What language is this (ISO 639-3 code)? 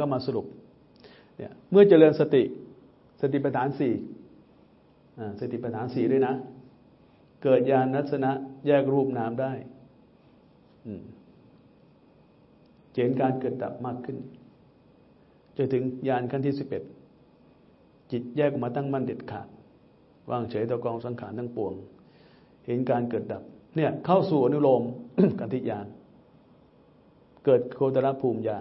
tha